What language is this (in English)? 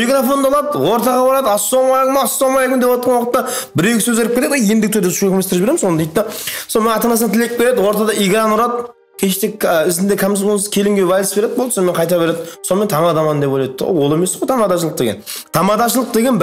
Kara-Kalpak